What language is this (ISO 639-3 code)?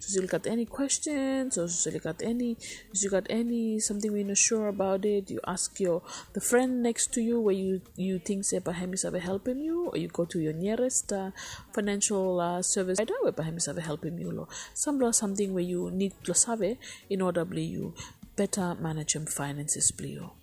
bis